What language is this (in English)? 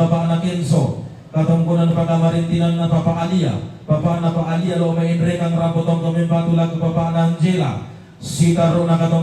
Toraja-Sa'dan